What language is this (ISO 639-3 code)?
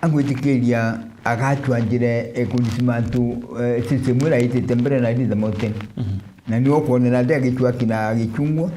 mer